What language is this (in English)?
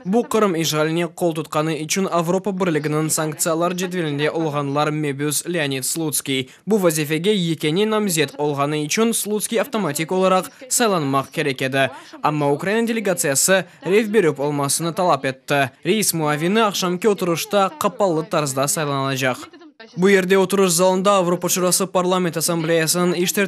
Crimean Tatar